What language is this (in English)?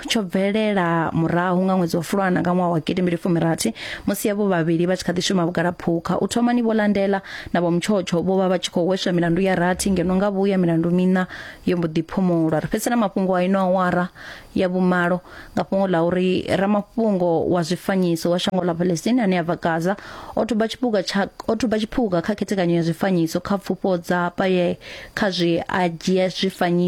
Venda